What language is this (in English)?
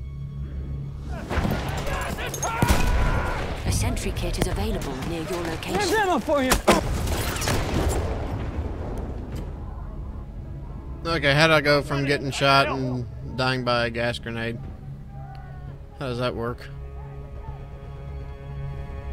English